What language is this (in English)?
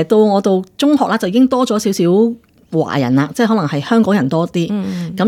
Cantonese